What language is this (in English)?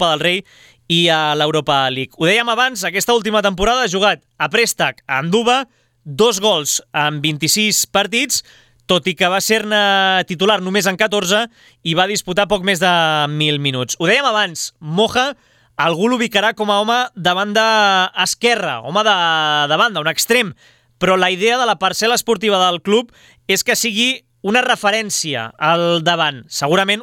Catalan